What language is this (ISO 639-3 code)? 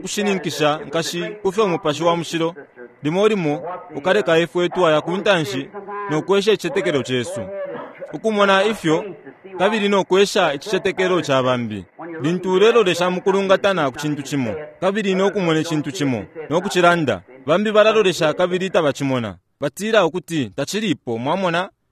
bem